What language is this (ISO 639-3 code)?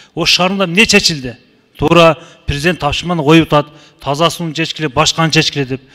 kir